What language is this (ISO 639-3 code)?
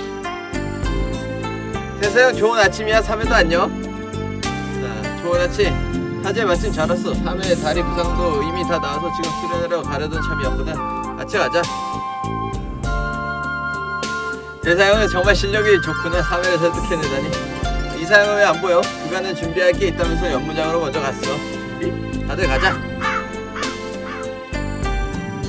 kor